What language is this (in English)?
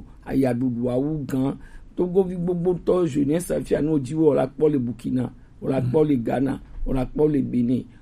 Gen